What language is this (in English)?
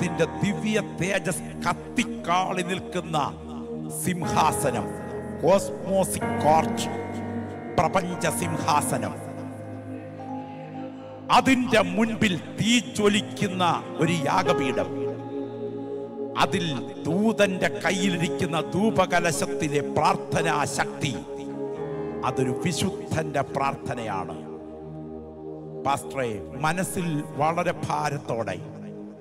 Malayalam